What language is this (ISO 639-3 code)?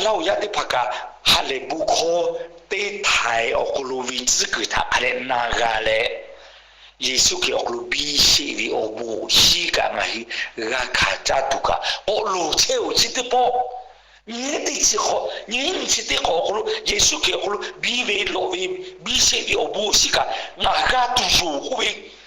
lhu